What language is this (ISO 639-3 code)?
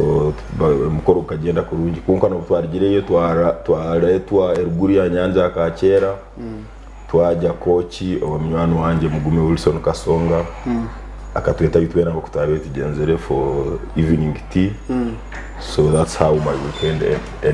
nyn